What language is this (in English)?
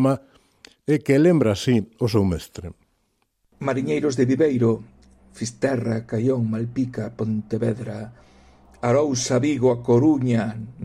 Galician